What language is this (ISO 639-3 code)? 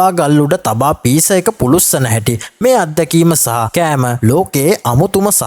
sin